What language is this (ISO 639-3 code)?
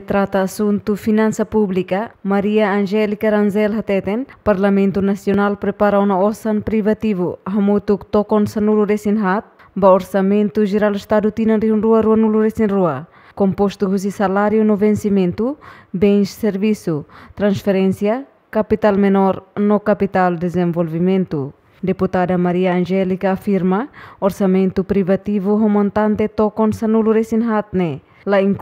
tet